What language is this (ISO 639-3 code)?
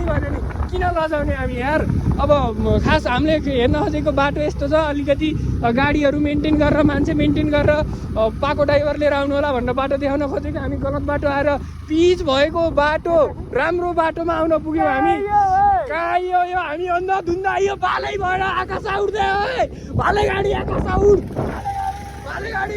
nep